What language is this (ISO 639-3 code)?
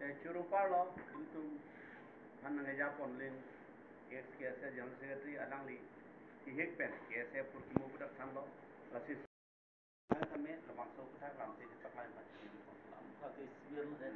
mjw